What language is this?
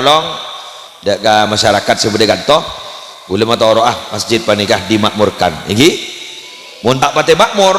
Madurese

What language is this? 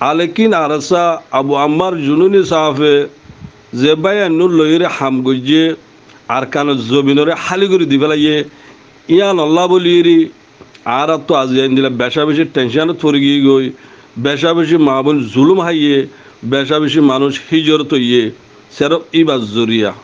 Rohingya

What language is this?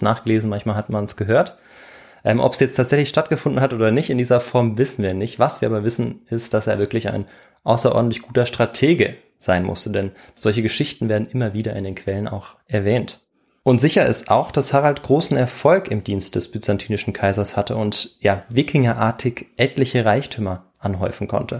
German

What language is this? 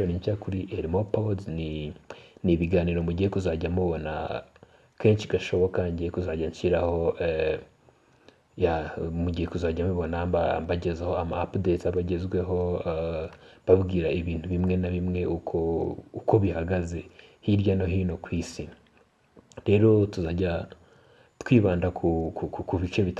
Kinyarwanda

